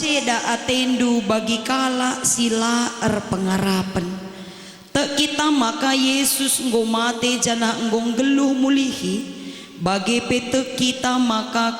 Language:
Batak Karo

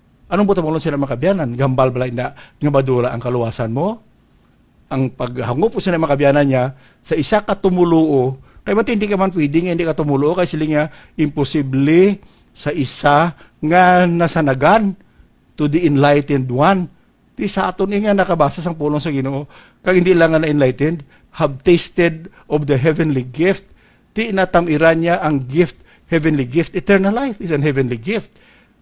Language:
Hiligaynon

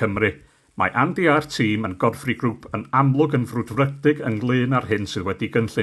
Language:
Welsh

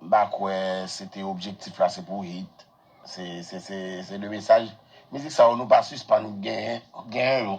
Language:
Haitian Creole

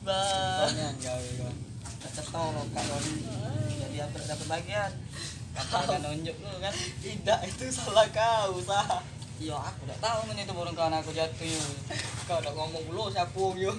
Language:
Musi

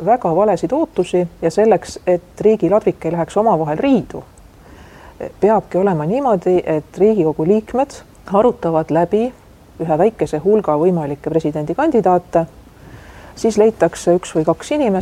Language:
Estonian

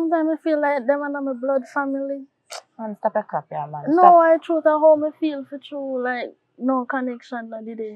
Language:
Jamaican Creole English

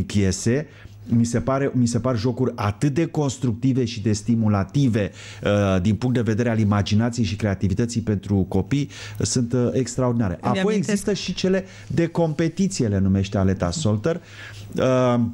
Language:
Romanian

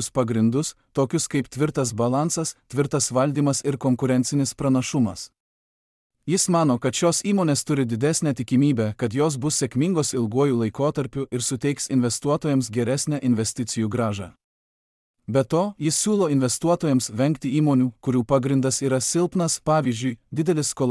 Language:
Lithuanian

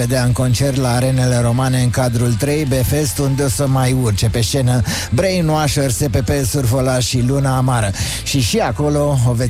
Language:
Romanian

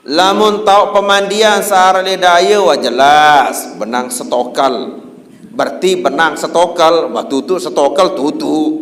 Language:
Sasak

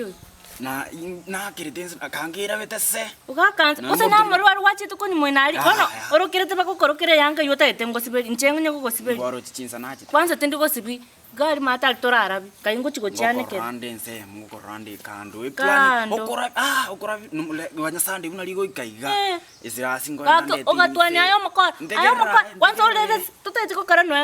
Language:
Gusii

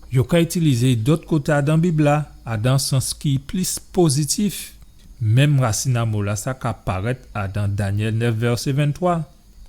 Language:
Guadeloupean Creole French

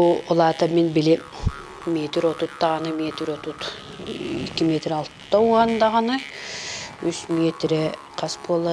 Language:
Yakut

